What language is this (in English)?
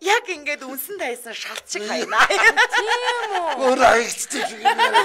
Mongolian